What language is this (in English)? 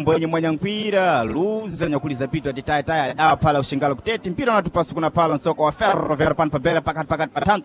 Sena